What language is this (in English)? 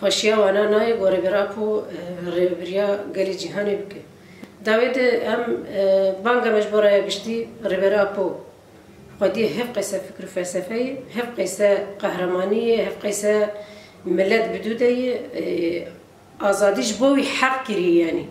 Kurdish